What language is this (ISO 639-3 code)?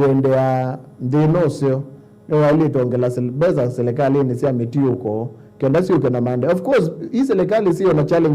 kam